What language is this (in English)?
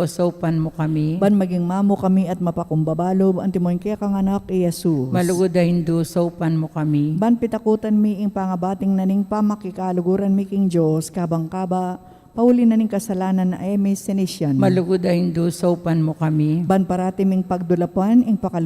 Pampanga